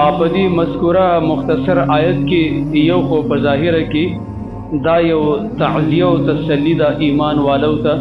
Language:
Pashto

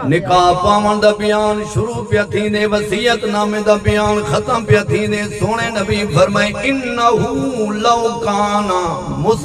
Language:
Saraiki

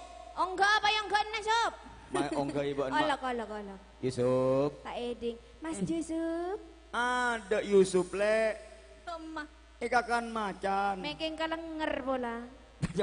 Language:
Madurese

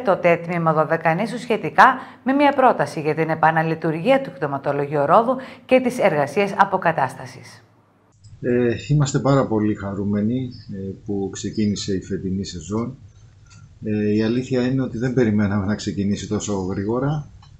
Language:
Greek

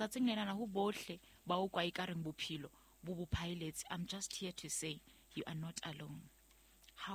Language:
Southern Sotho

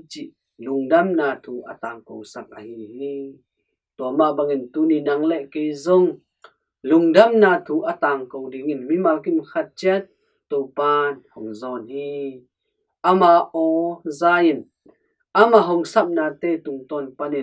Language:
Tedim Chin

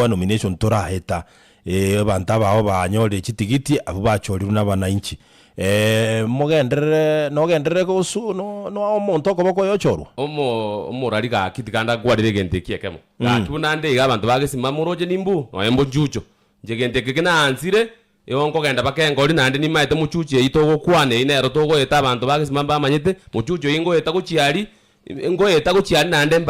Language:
Gusii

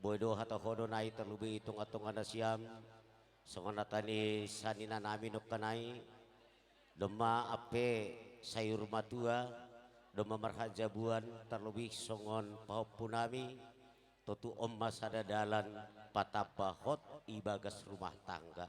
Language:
Batak Simalungun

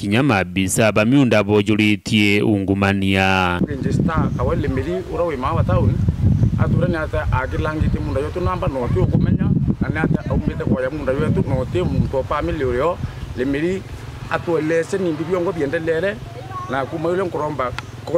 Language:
Meru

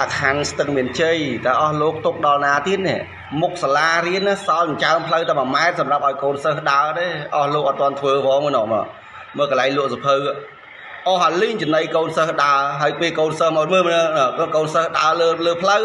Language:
Khmer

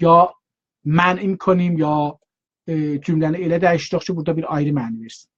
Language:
South Azerbaijani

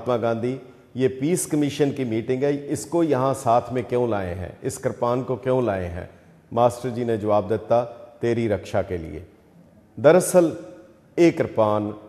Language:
Punjabi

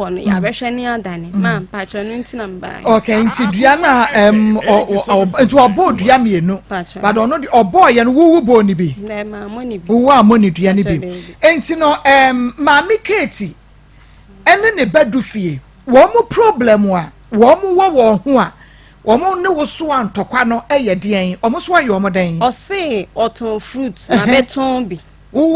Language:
Akan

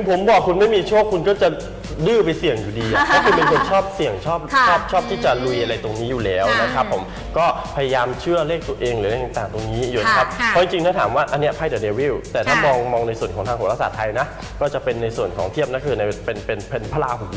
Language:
Thai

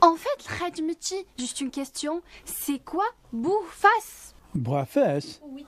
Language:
Kabyle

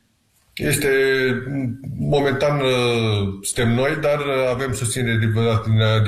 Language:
Romanian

